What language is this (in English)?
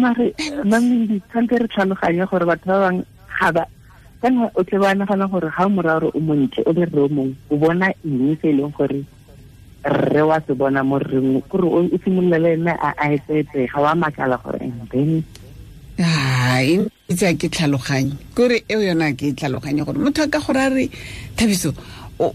Tswana